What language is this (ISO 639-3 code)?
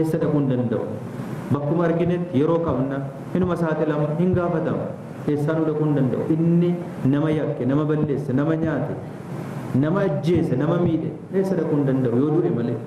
orm